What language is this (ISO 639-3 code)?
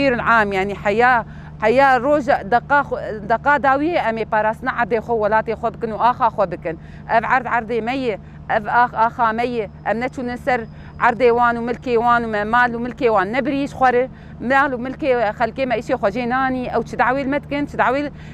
kur